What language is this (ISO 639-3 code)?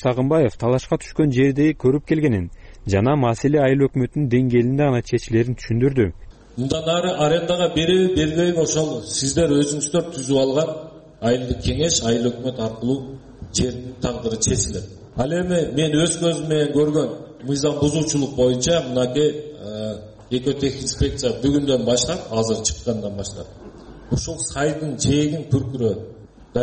kir